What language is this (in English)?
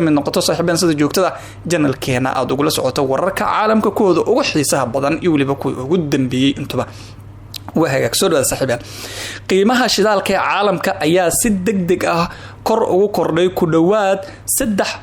Somali